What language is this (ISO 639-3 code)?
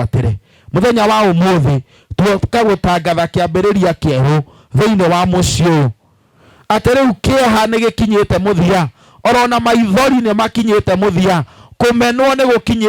kik